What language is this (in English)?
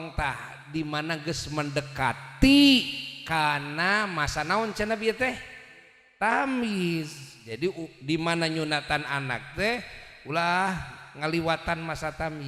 Sundanese